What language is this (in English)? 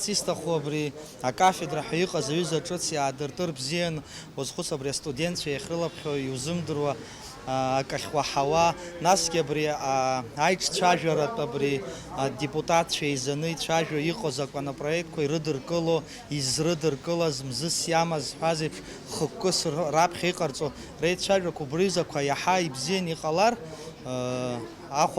Abkhazian